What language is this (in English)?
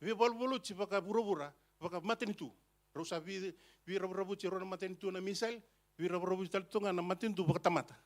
Fijian